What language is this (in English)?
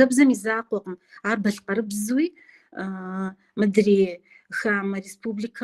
Kabardian